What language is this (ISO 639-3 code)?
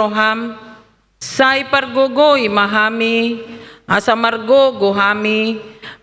bbc